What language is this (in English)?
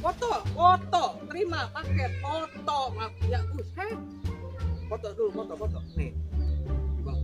Betawi